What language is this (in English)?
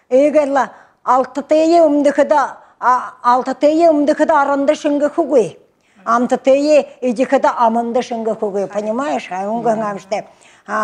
Buriat